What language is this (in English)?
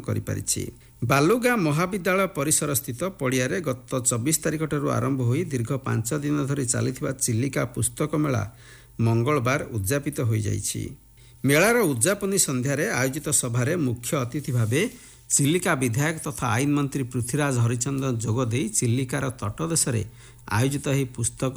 Odia